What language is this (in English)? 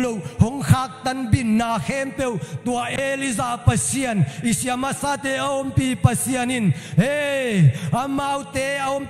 Tedim Chin